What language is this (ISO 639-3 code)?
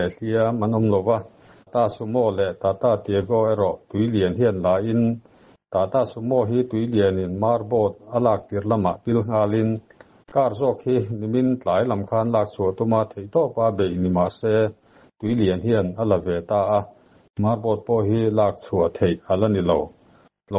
lus